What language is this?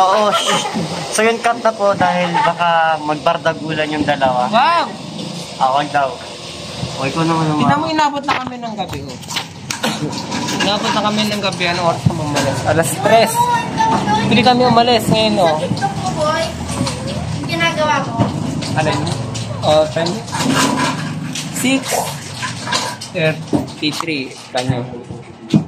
Filipino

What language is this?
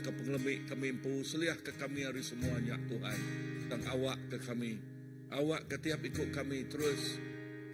Iban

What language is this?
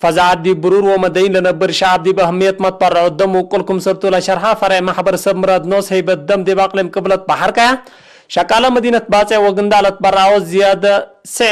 Tigre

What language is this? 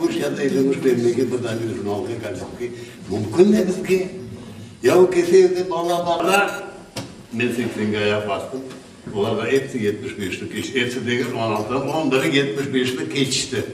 Crimean Tatar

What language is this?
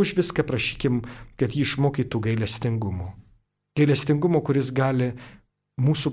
Lithuanian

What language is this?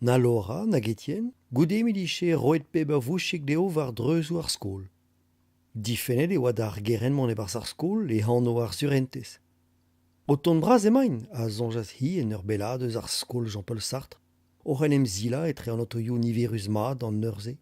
Breton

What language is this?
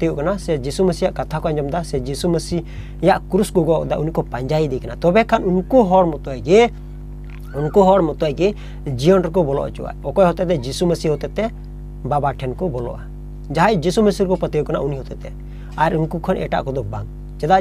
Santali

